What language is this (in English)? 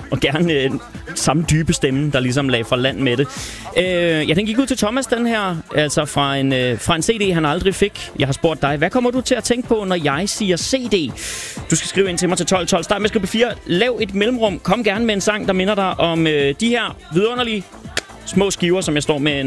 Danish